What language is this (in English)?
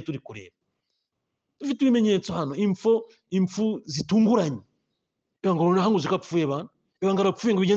Kinyarwanda